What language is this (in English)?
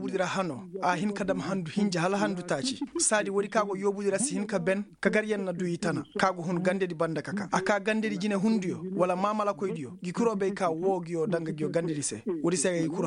Koyraboro Senni